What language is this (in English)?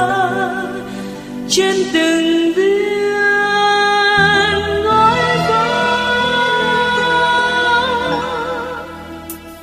Vietnamese